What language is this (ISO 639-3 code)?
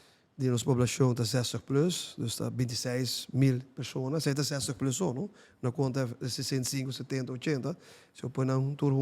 pap